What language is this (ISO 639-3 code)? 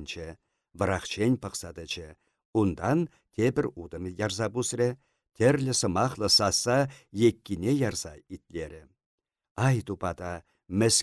chv